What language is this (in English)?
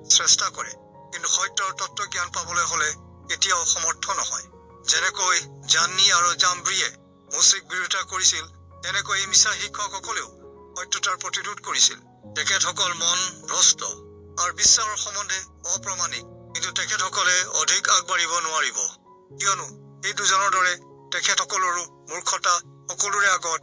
Assamese